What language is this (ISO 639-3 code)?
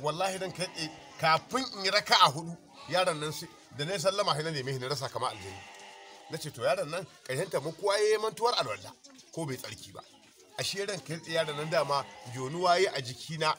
hau